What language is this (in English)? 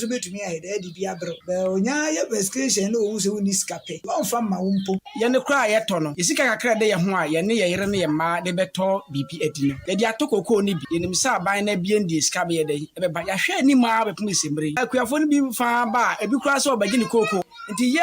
Akan